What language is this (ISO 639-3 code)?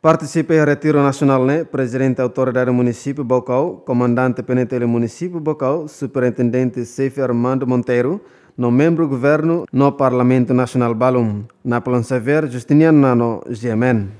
tet